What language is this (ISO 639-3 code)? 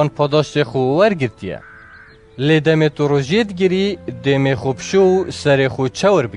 kur